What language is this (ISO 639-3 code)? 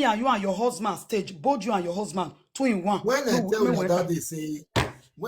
pcm